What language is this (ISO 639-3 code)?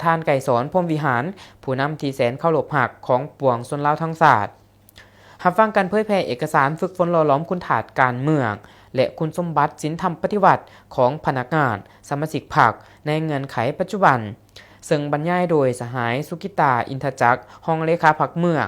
lao